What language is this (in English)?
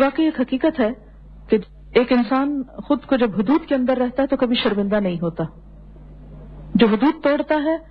Urdu